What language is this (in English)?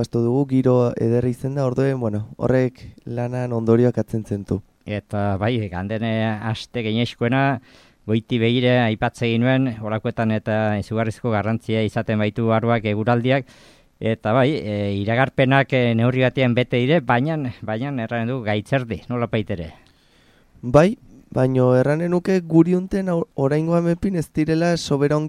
Basque